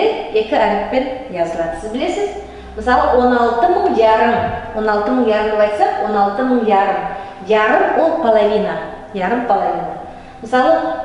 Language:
Nogai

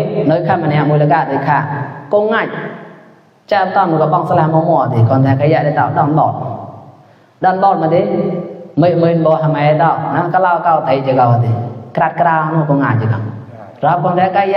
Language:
Mon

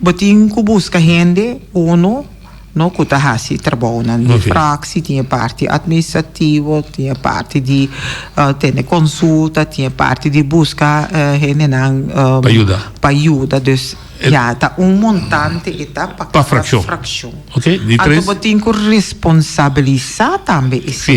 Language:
Papiamento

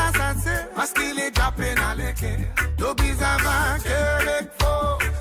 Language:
Morisyen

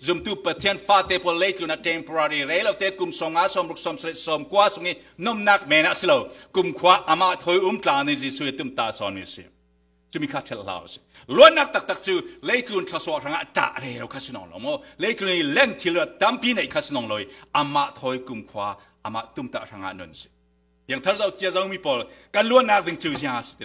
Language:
Falam Chin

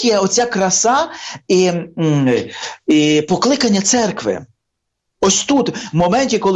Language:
Ukrainian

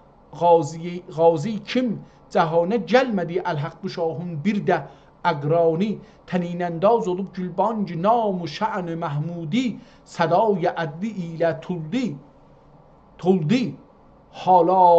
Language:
South Azerbaijani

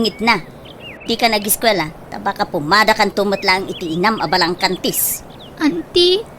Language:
Iloko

